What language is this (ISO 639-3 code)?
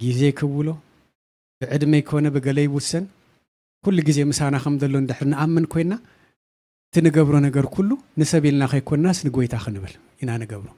tir